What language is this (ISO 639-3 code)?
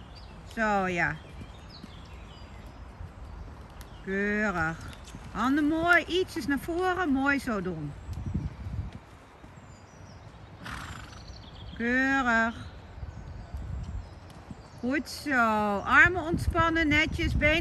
nld